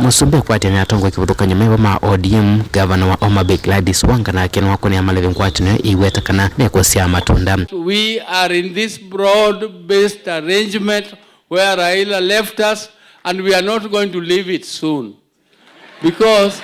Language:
Kamba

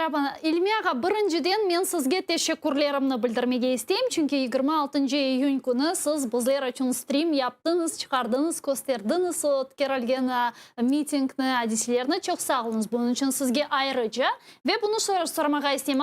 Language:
Crimean Tatar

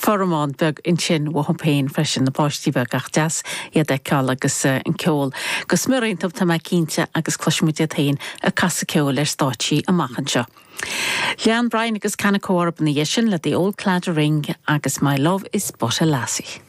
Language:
Irish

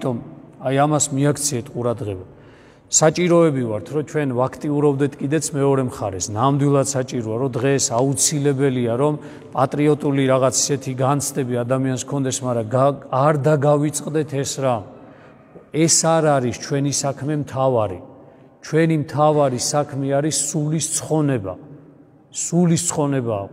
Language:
Georgian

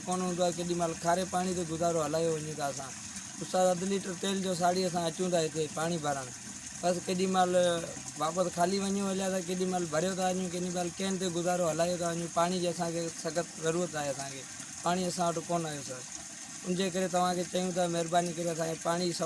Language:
Sindhi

